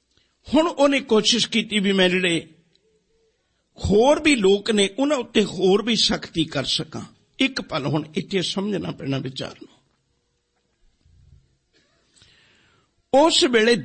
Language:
Punjabi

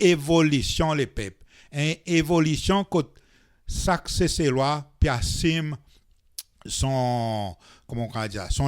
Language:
Seselwa Creole French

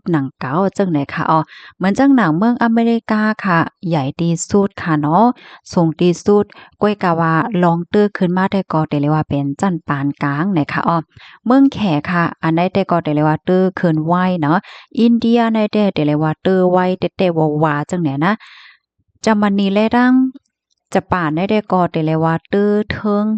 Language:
Shan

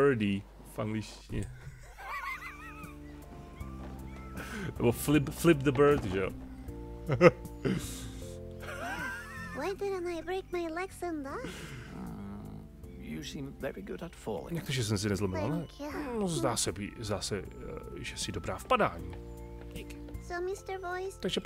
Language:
Czech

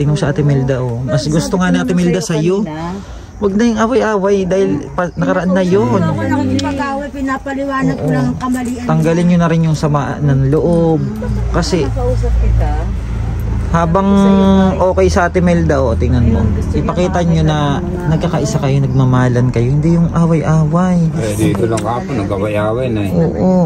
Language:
Filipino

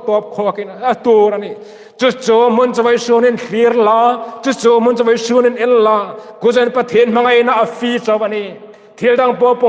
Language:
Hmar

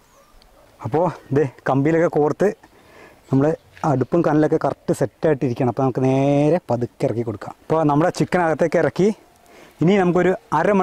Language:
Malayalam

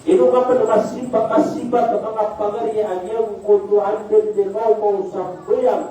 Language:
Maranao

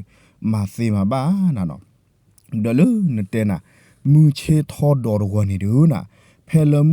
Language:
S'gaw Karen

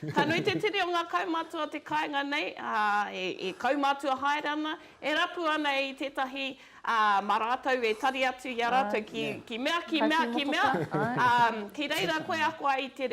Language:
Māori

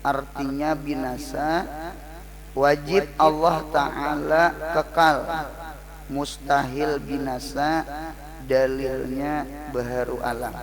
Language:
Banjar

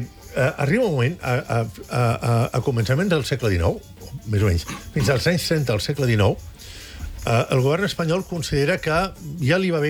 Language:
Catalan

